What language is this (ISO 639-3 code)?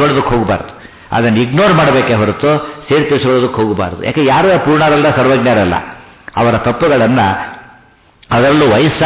kan